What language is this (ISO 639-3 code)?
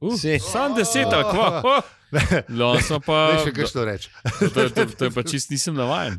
slv